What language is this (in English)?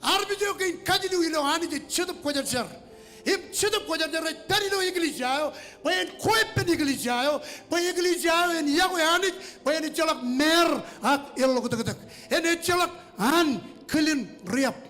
Marshallese